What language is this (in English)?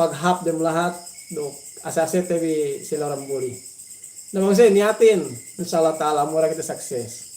Yakan